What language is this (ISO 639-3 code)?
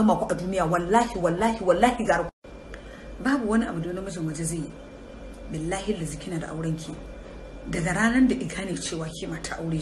hau